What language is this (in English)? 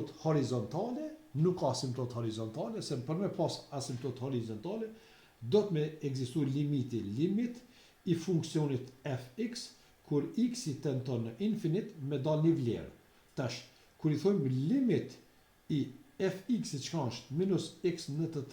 Albanian